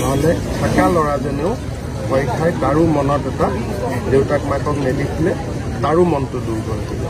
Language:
Assamese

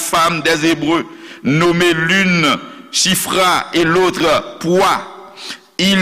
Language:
Haitian Creole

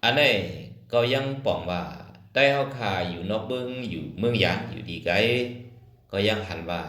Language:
Shan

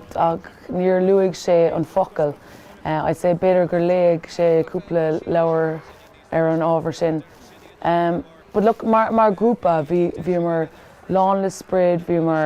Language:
Irish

